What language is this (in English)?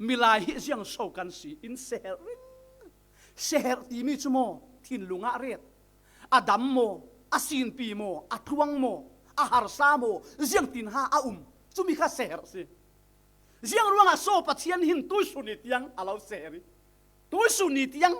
Falam Chin